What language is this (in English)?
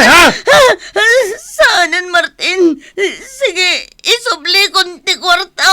Iloko